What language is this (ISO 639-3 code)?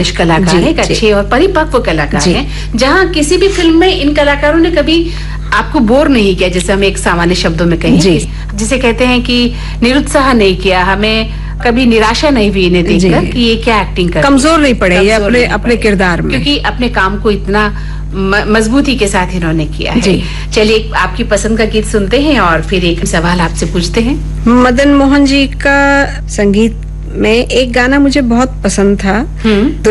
hin